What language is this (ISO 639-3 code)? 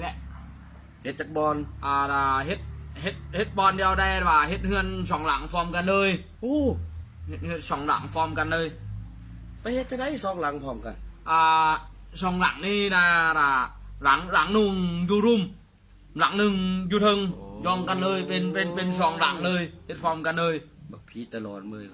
lao